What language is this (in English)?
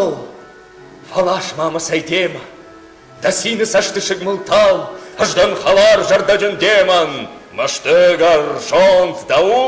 Ossetic